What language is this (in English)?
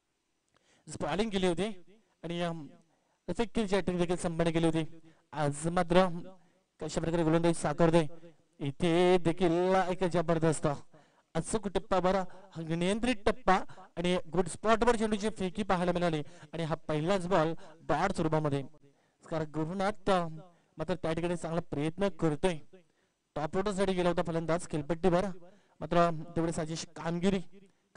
Marathi